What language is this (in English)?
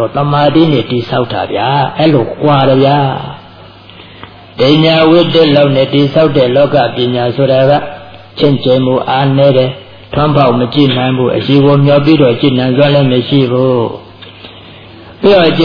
Burmese